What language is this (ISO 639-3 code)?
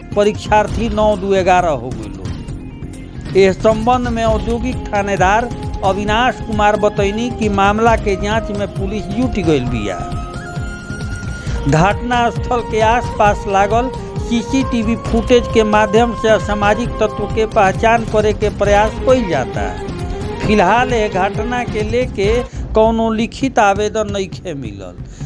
bho